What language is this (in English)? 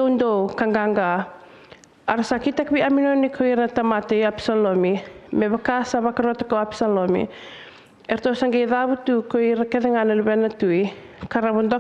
Fijian